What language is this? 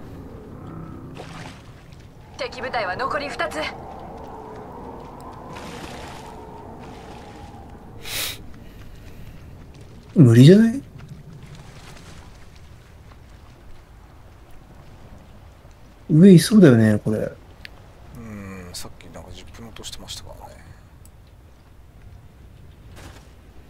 Japanese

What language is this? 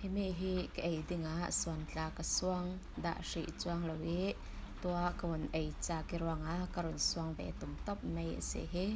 Falam Chin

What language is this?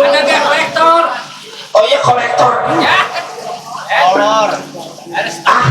Betawi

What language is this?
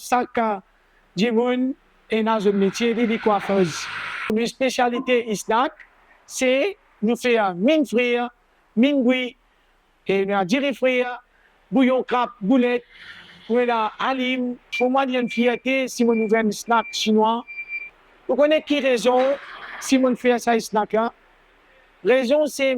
Morisyen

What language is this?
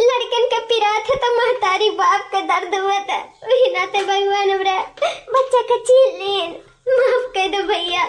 Awadhi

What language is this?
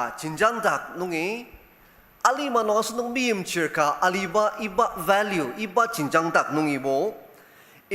Ao Naga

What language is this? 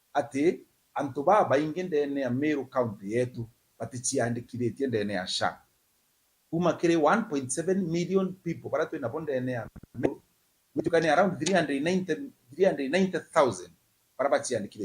Meru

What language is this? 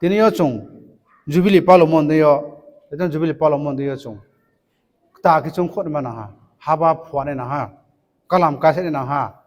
Riang (India)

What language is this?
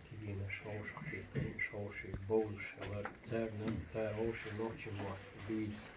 Chechen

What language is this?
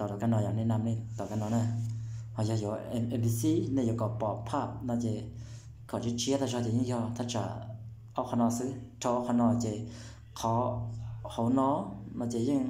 Hmong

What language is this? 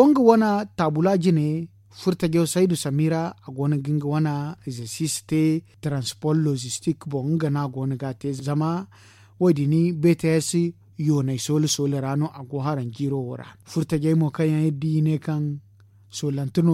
Zarma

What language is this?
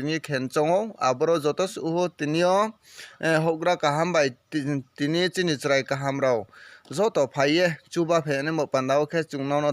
Riang (India)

